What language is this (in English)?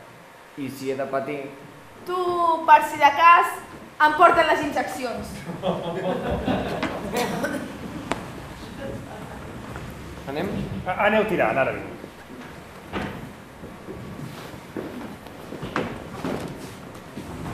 Catalan